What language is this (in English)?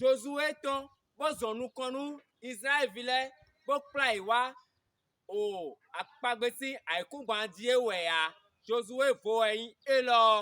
Fon